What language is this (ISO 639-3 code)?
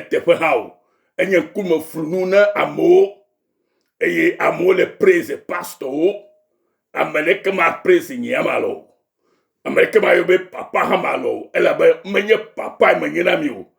ewe